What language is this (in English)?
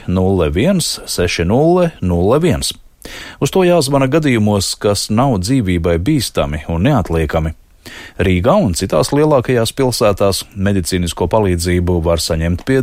Latvian